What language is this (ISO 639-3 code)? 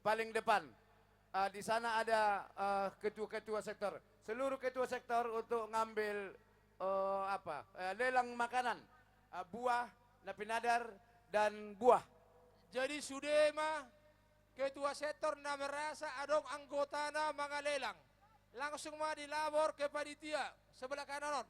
bbc